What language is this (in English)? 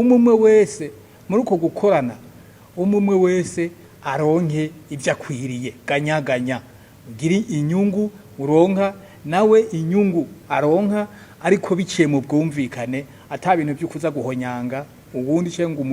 Rundi